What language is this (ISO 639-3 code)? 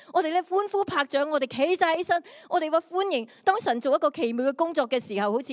yue